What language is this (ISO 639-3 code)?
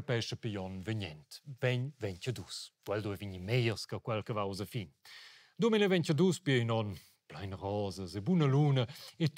roh